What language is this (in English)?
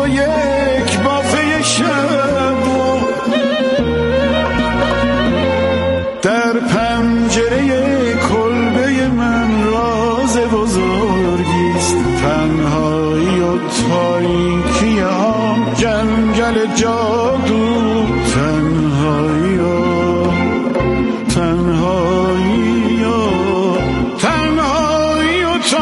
Persian